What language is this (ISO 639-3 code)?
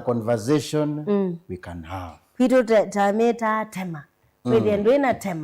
kam